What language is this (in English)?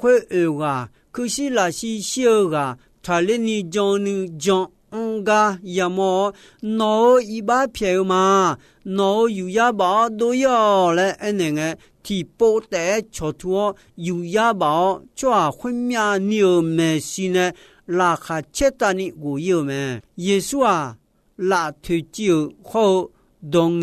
Akha